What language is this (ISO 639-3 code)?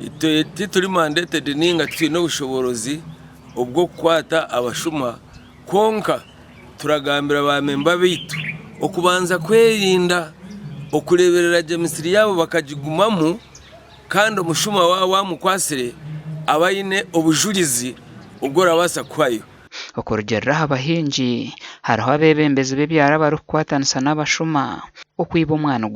nyn